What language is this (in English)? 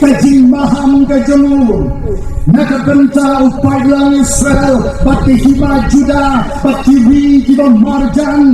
Khasi